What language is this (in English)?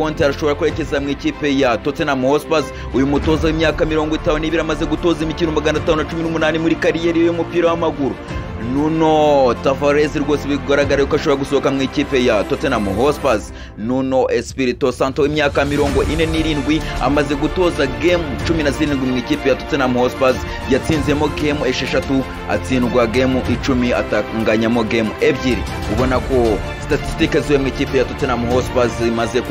Kinyarwanda